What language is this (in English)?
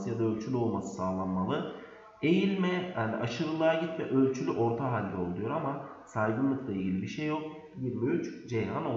Turkish